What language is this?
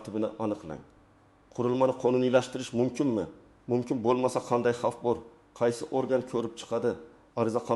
Uzbek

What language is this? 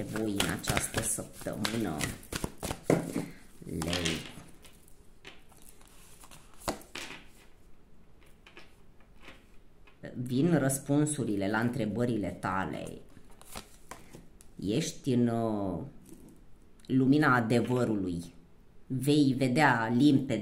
Romanian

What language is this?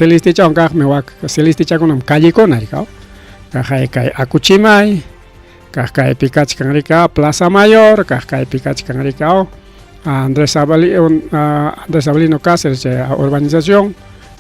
Ayacucho Quechua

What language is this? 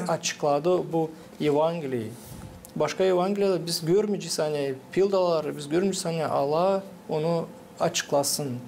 Gagauz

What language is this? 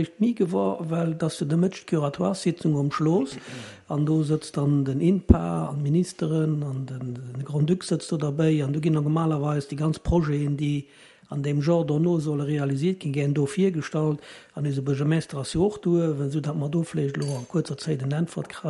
Luxembourgish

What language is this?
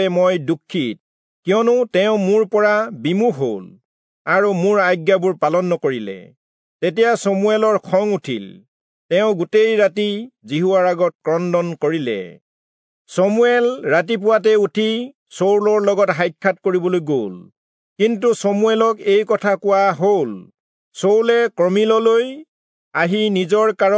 Assamese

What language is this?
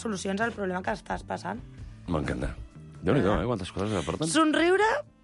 Catalan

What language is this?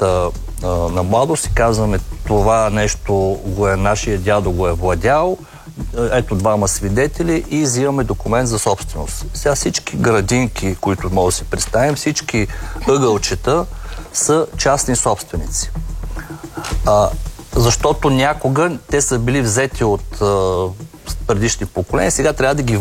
Bulgarian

